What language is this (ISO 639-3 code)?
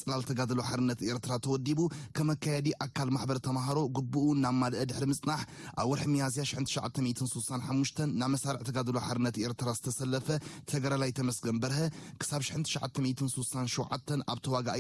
tir